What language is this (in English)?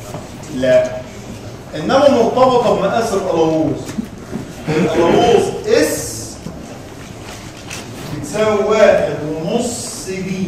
Egyptian Arabic